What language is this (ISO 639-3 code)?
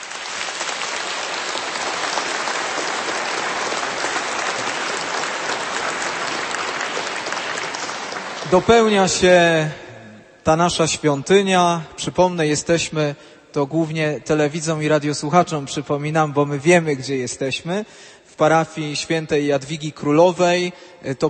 pol